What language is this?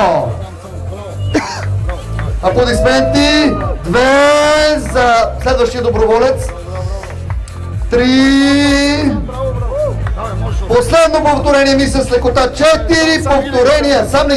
Bulgarian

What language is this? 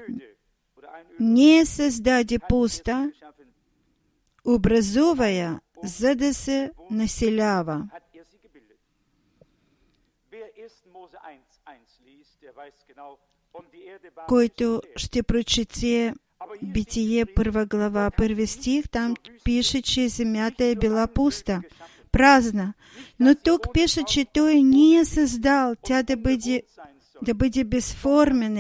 Bulgarian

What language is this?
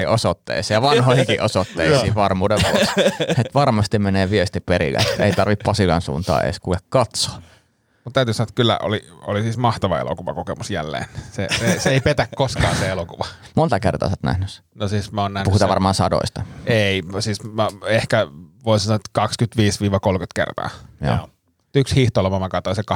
Finnish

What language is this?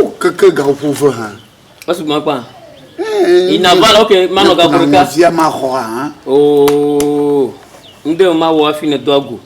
Ewe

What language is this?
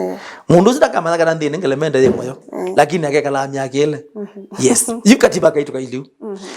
Kamba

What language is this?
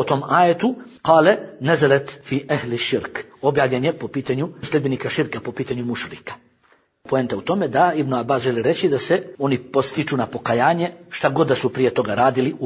Bosnian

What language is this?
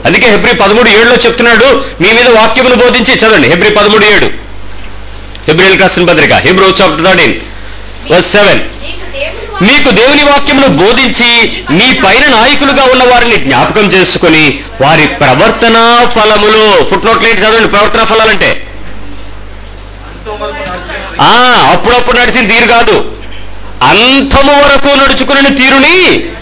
Telugu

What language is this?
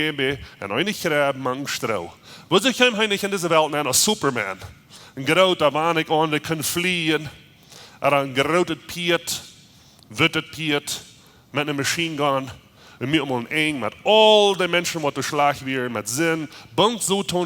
Plautdietsch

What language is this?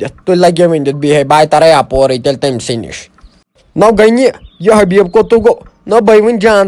Kashmiri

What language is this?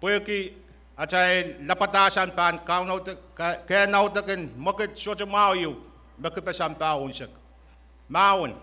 Pohnpeian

